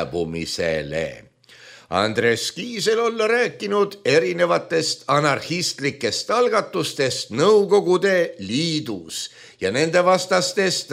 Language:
Estonian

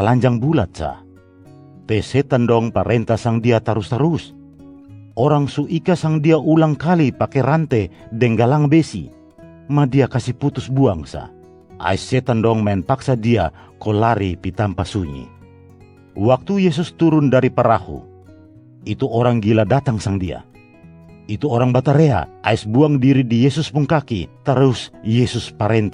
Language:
Kupang Malay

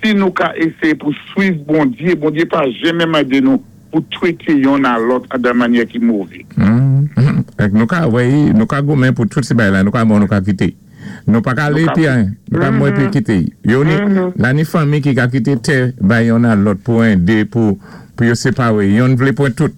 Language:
Saint Lucian Creole French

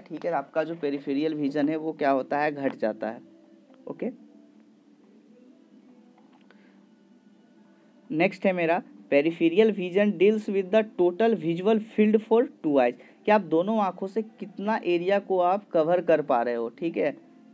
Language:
Hindi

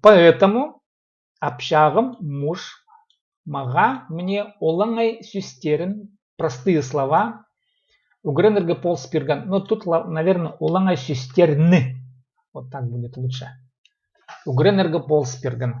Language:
Khakas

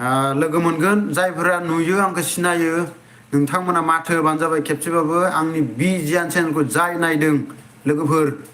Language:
Bodo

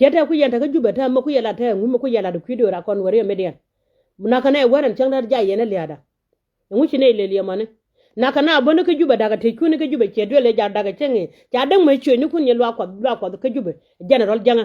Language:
Nuer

